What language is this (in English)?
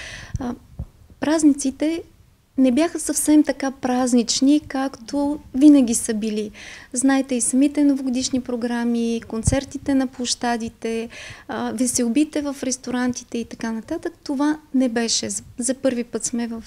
Bulgarian